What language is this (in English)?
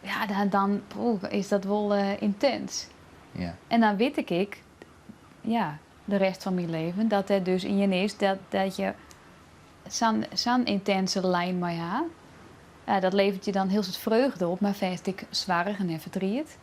Western Frisian